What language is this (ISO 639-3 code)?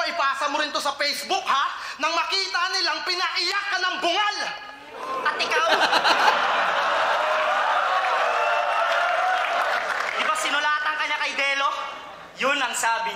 fil